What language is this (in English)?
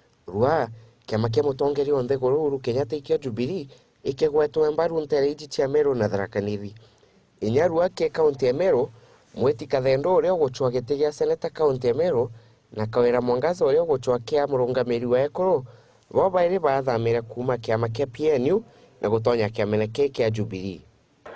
Meru